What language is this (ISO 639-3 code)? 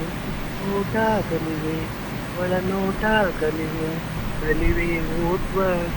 kan